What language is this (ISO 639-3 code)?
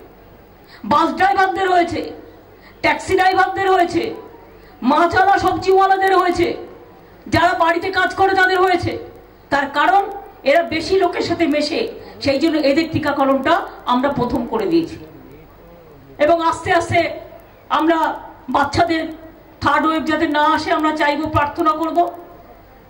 ben